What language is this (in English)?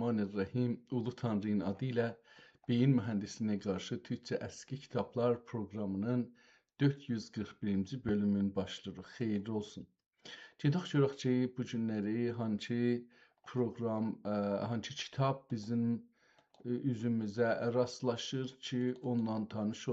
South Azerbaijani